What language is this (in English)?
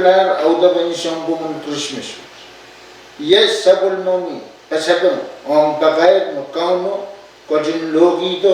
Pohnpeian